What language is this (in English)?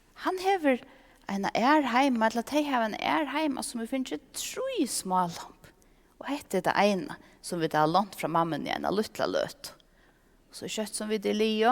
Faroese